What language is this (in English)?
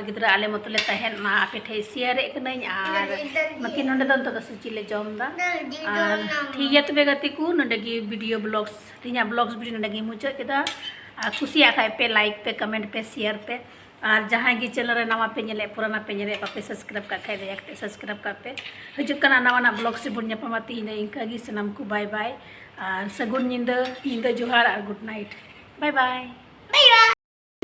Santali